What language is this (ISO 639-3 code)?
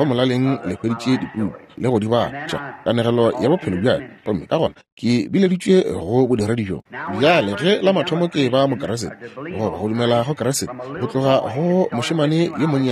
nso